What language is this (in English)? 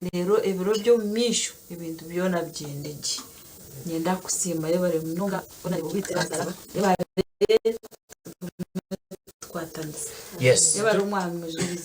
Nyankole